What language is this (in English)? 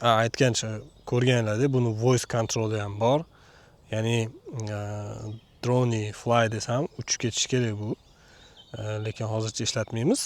Uzbek